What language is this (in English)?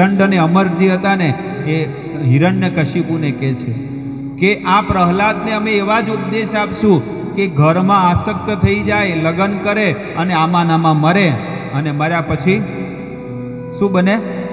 Gujarati